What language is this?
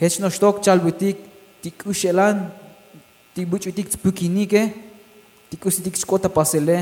Tzotzil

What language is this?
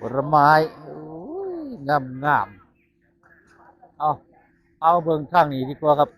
Northeastern Thai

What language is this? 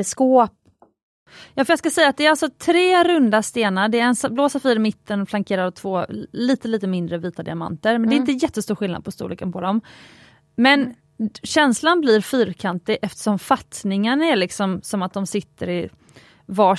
Swedish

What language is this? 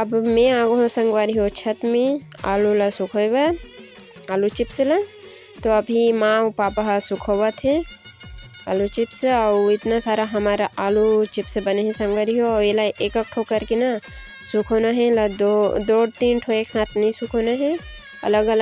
Chhattisgarhi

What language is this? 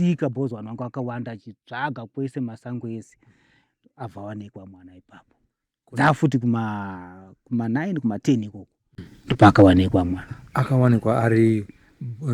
Shona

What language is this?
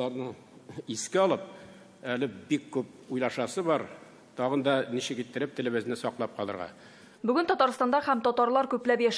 Tatar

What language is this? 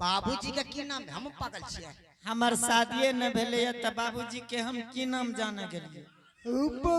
Angika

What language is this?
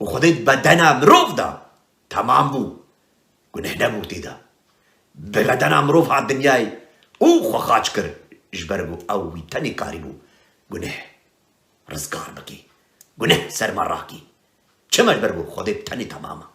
Kurdish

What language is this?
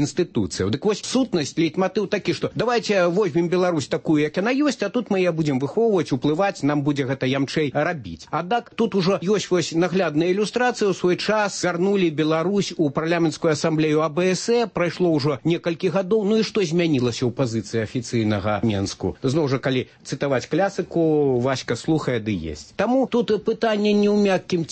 Belarusian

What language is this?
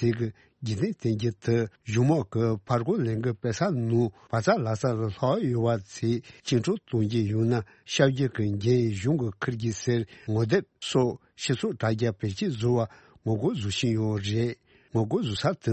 Tibetan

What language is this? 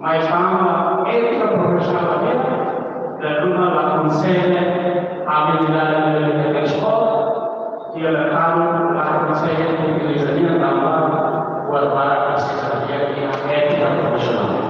Tetum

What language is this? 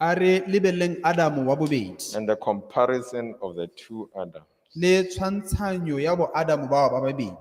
Tswana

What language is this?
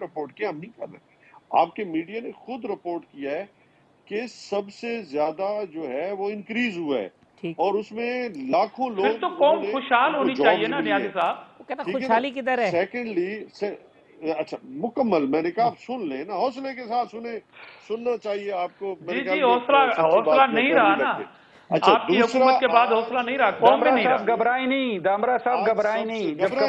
Urdu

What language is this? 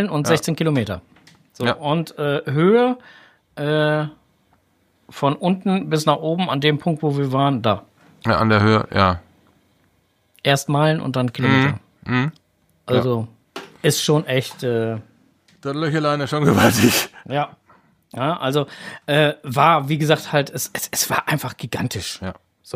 German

